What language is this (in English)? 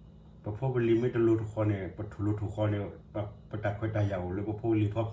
S'gaw Karen